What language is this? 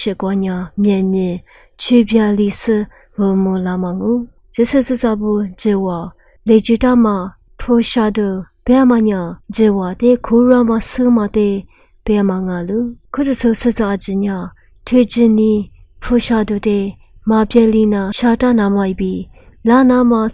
Lisu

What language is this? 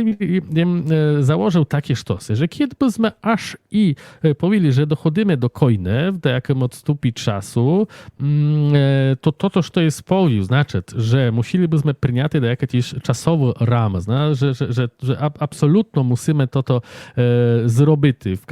Rusyn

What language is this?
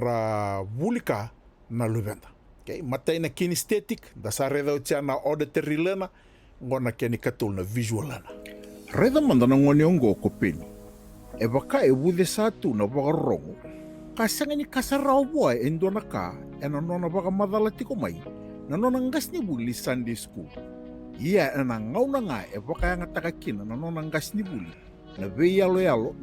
Fijian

